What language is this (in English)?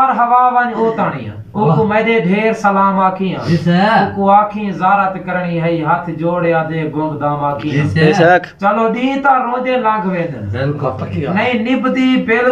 Saraiki